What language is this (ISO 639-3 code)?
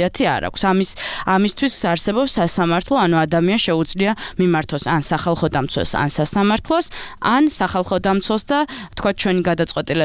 kat